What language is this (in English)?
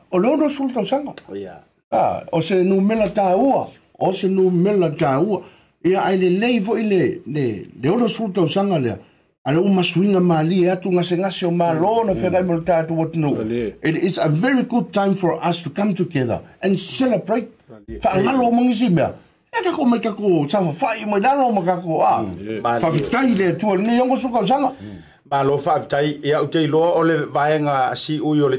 Samoan